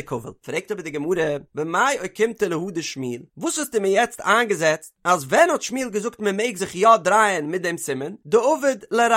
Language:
Yiddish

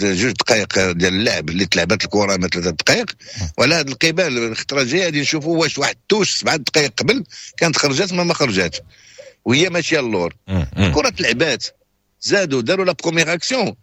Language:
Moroccan Arabic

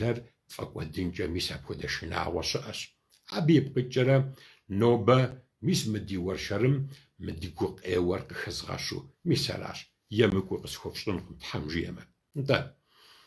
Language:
Kabardian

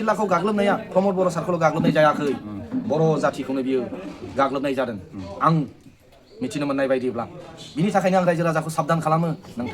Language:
Bodo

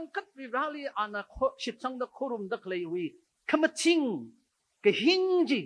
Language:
Tangkhul Naga (India)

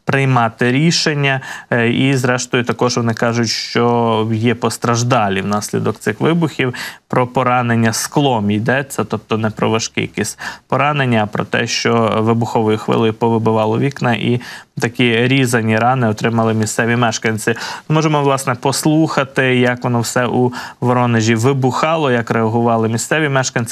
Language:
Ukrainian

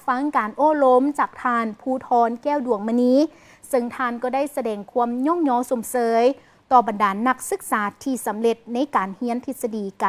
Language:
Lao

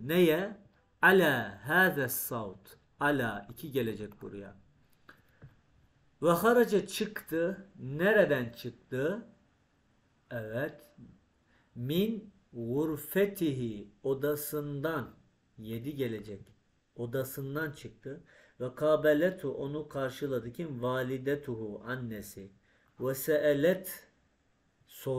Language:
Turkish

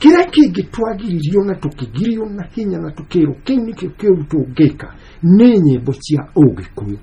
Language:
Kikuyu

